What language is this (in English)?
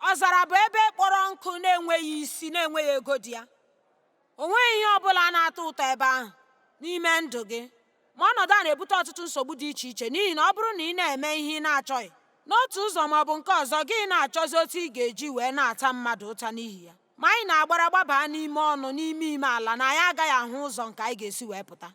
Igbo